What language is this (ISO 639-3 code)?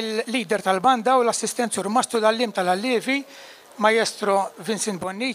mlt